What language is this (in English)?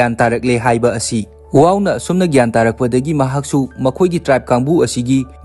Manipuri